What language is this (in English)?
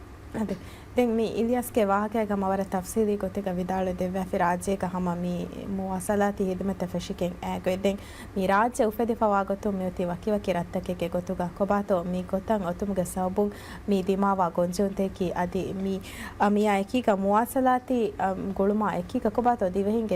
Divehi